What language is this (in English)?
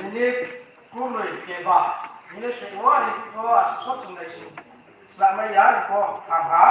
Riang (India)